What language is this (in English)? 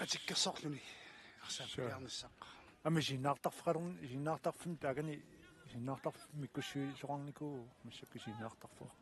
Kalaallisut